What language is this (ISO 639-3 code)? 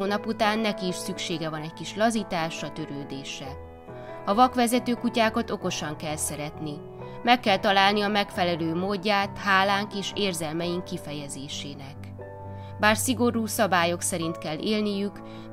hun